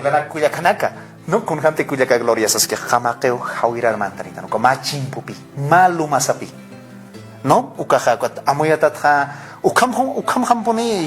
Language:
Aymara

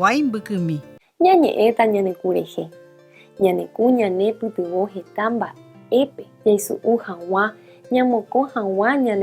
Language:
Guarani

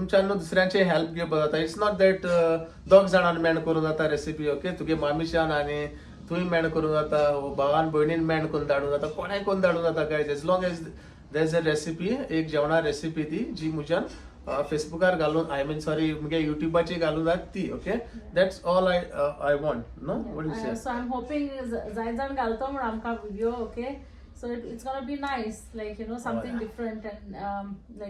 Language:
Konkani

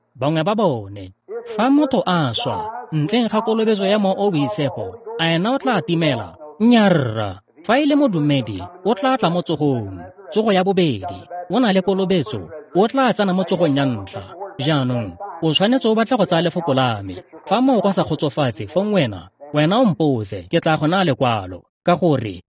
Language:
Tswana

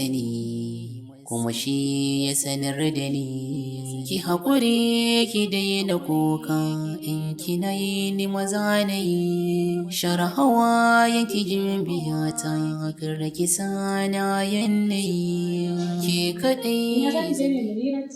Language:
Hausa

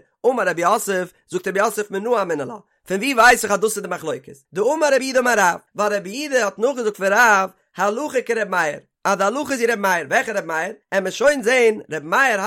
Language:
Yiddish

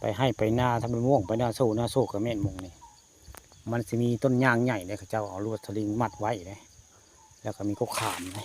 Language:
Northeastern Thai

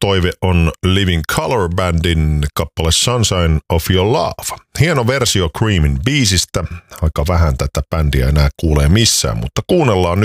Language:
Finnish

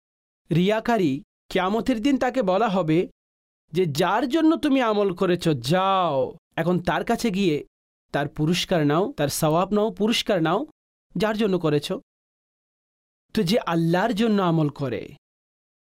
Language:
Bangla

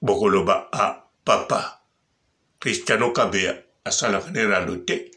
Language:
Lingala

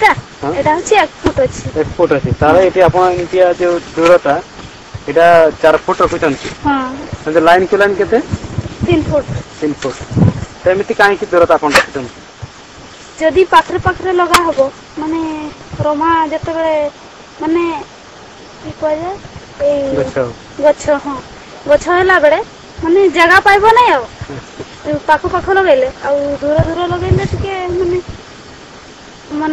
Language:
Odia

